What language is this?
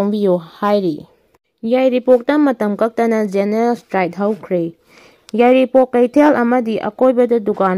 Manipuri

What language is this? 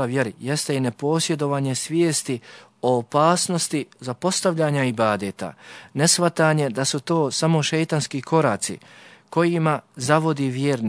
Bosnian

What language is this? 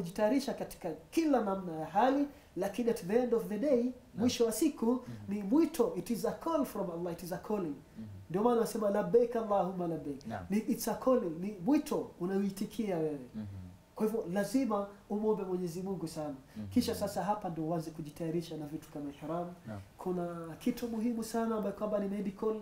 Swahili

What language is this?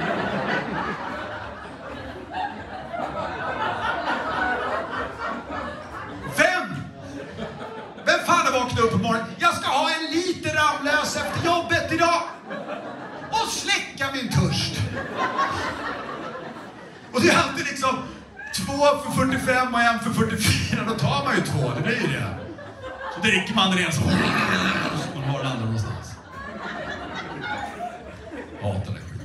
Swedish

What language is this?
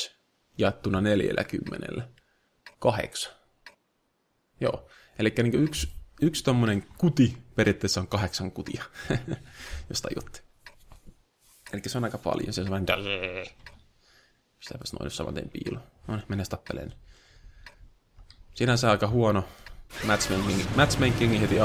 Finnish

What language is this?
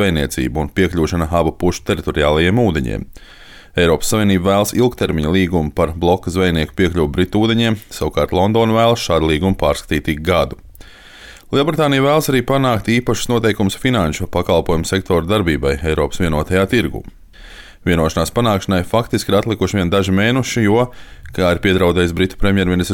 Latvian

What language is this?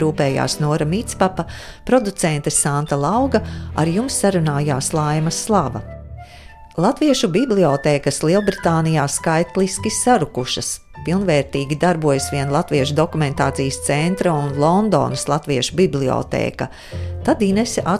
Latvian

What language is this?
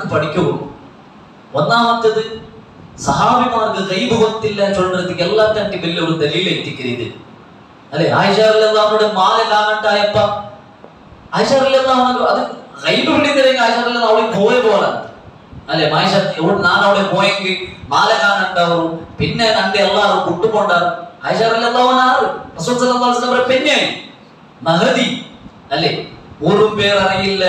Malayalam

